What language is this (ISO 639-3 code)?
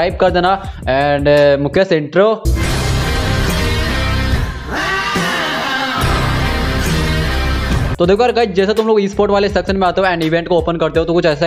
hin